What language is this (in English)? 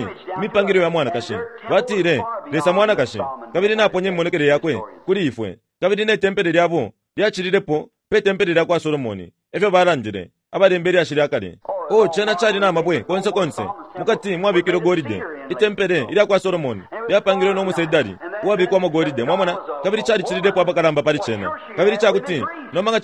Bemba